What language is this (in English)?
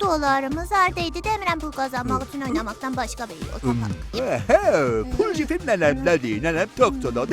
South Azerbaijani